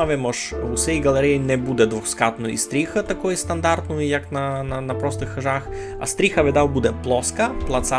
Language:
Rusyn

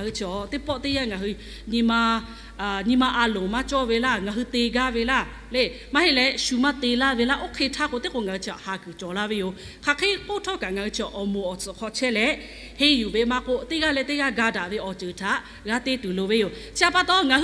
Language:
Lahu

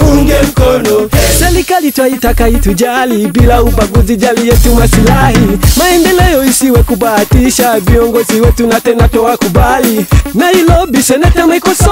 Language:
Swahili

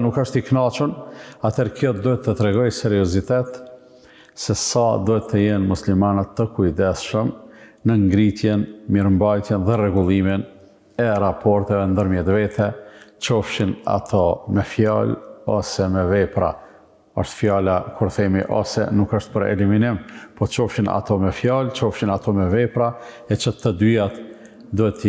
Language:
Albanian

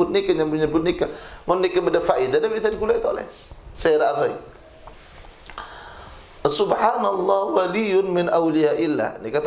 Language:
Madurese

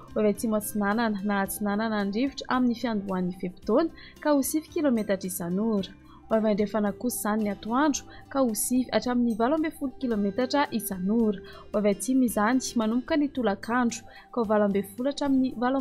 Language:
Malagasy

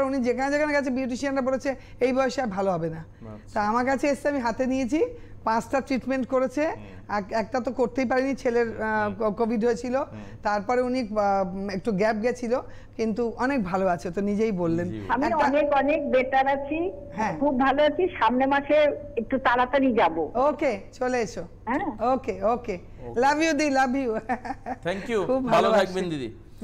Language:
Bangla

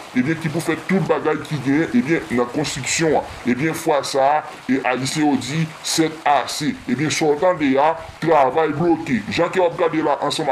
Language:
Haitian Creole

